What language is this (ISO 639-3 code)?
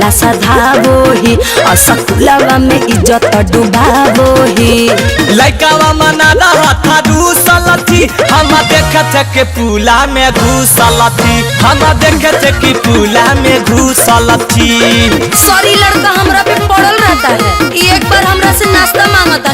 mag